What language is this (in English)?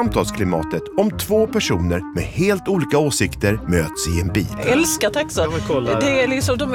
Swedish